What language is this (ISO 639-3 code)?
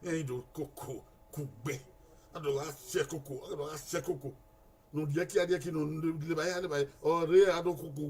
bin